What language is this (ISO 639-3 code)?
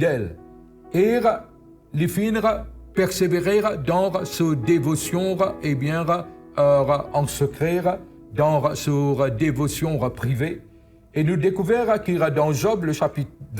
mfe